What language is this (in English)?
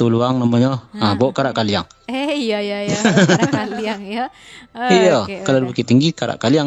Minangkabau